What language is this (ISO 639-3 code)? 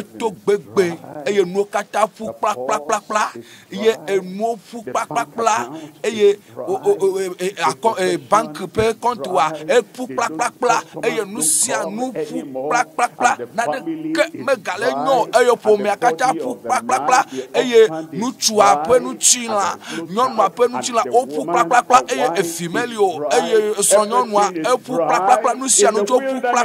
ewe